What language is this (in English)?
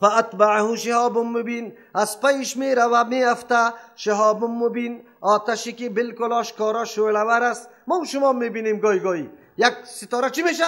Persian